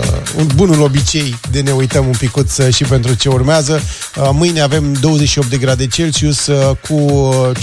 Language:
Romanian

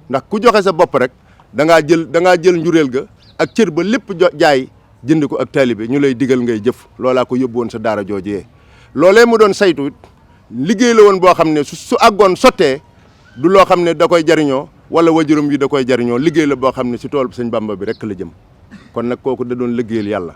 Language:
Wolof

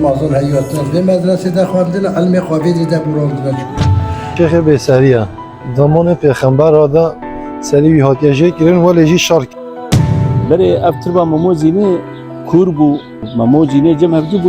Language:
Kurdish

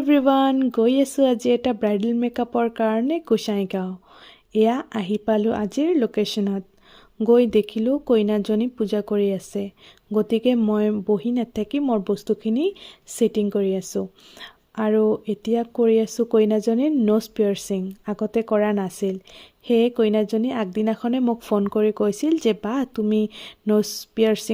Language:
Assamese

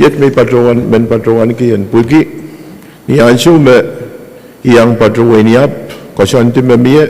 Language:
Pohnpeian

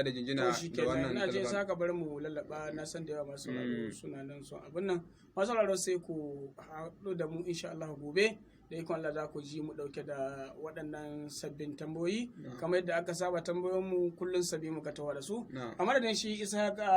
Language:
Hausa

